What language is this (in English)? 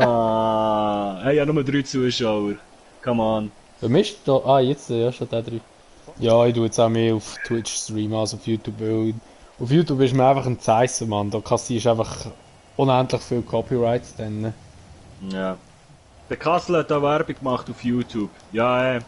Swiss German